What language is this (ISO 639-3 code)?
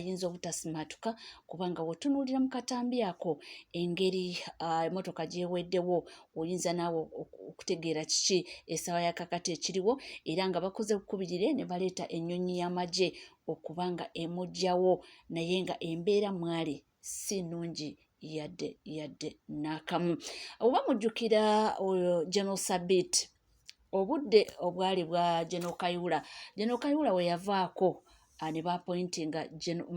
lug